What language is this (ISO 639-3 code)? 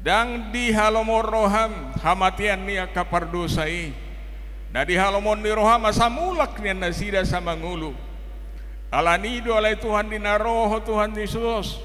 bbc